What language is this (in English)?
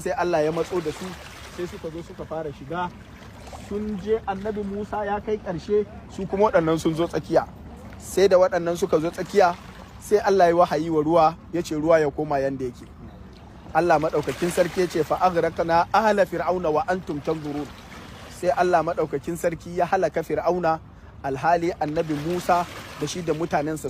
Hausa